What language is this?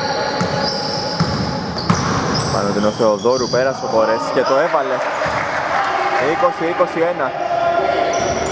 Greek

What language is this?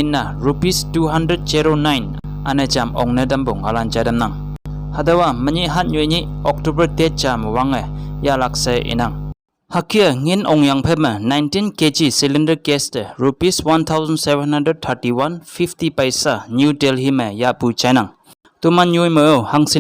Konyak Naga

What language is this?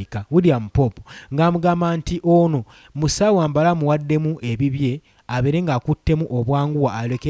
Ganda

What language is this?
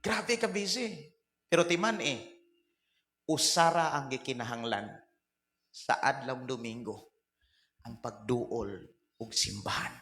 Cebuano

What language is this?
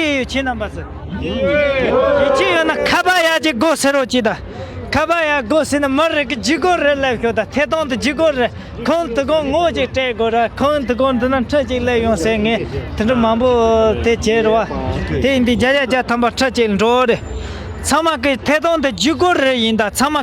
Tibetan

